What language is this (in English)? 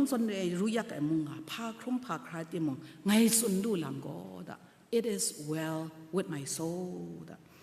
Kachin